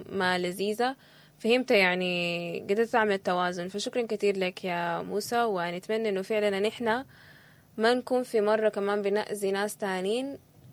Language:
Sudanese Arabic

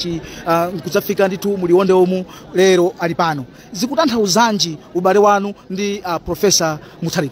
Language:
Nyanja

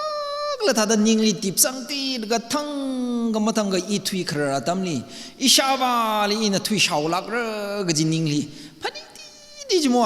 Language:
Tangkhul Naga (India)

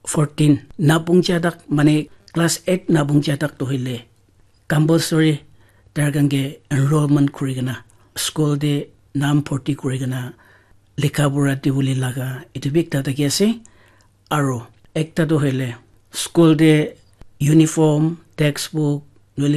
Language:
Naga Pidgin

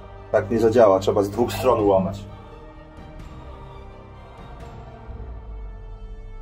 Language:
Polish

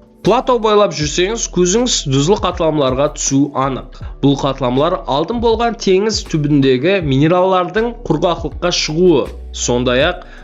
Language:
Kara-Kalpak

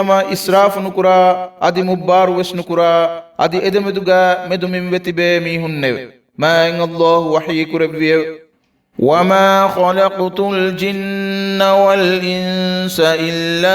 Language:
Divehi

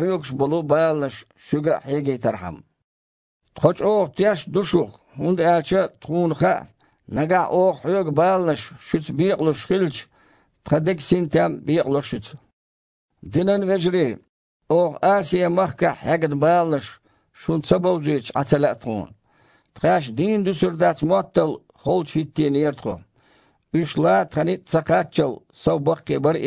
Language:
Chechen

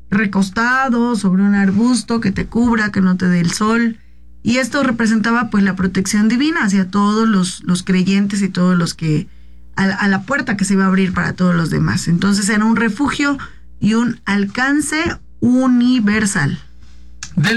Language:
Spanish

